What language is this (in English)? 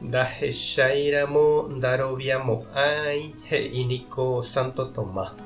Guarani